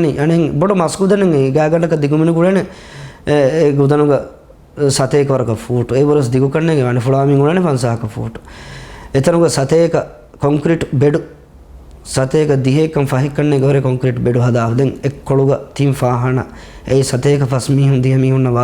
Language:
Divehi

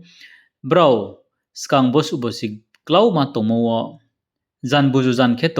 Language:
Riang (India)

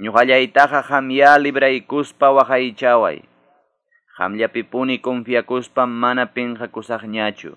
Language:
Quechua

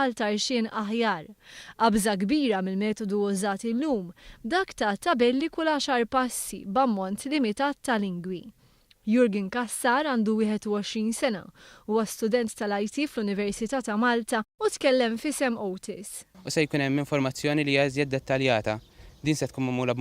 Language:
Maltese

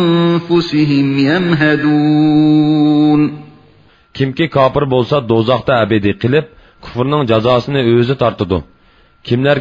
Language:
Uyghur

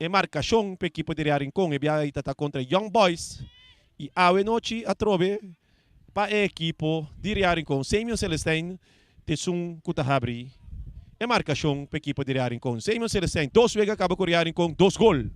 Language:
Papiamento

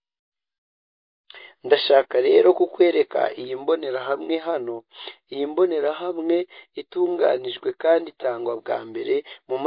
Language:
Kinyarwanda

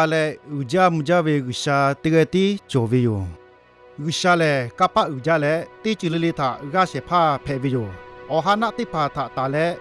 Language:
Lahu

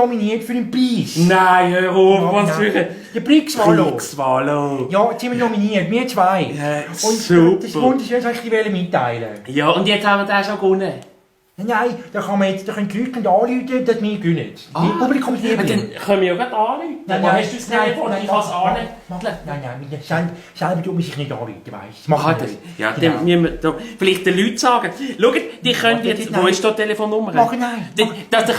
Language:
Swiss German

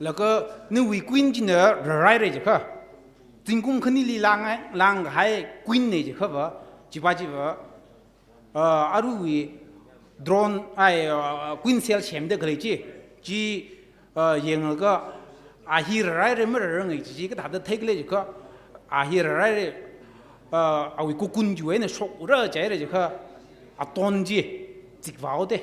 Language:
Tangkhul Naga (India)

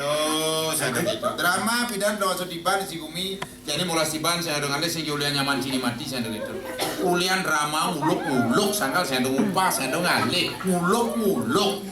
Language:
Balinese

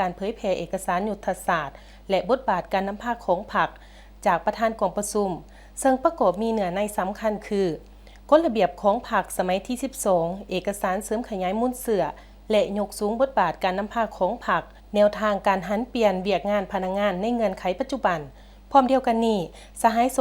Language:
Lao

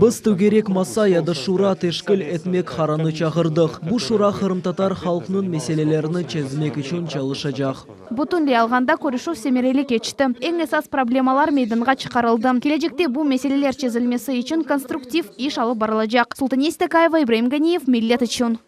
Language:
Crimean Tatar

